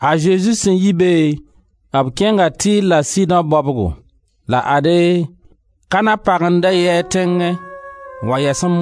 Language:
Mossi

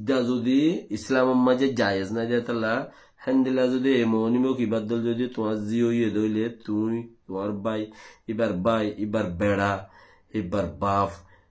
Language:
Rohingya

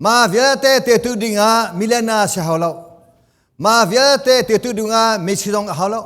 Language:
Hakha Chin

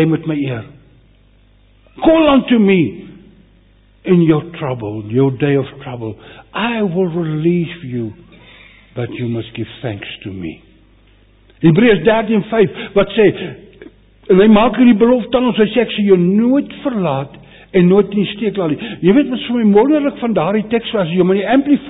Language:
Afrikaans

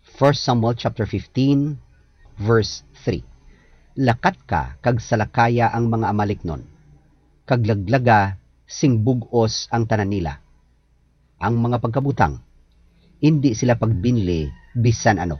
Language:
Hiligaynon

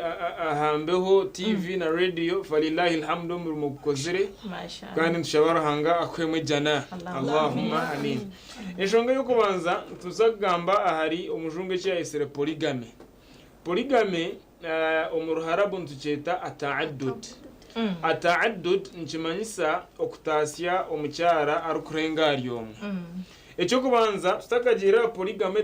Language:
Nyankole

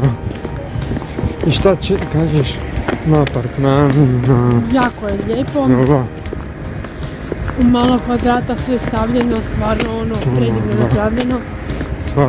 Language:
Croatian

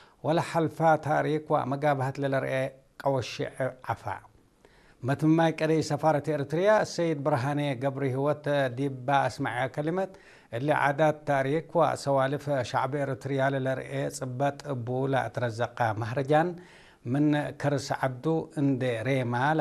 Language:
Tigre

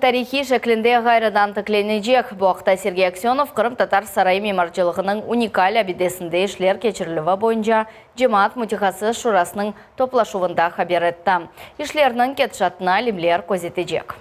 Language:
Crimean Tatar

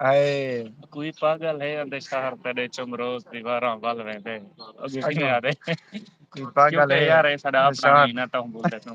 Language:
Saraiki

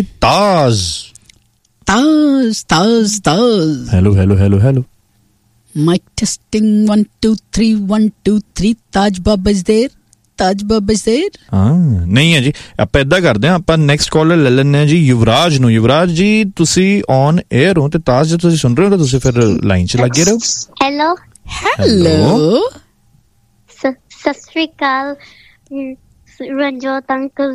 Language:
Punjabi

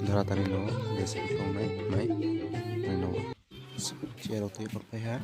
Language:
Kok Borok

